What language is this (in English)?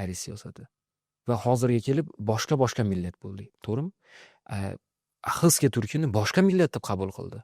Uzbek